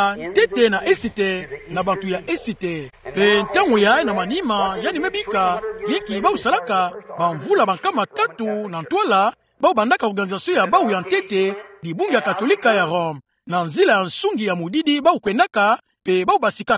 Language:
Kituba (Democratic Republic of Congo)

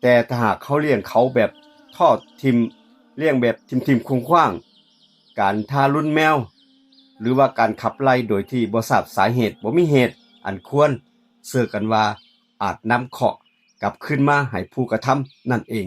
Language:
Northeastern Thai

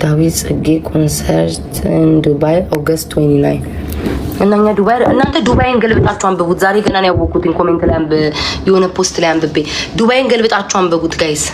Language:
Amharic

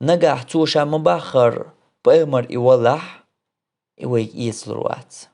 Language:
Chechen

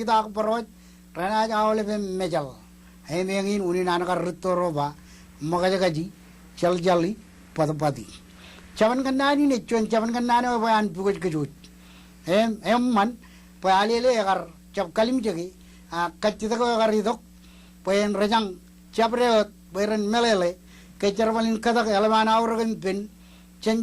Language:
Marshallese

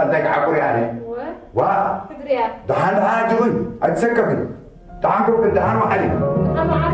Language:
Tigrinya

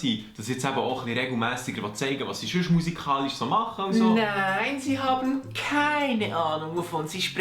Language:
Swiss German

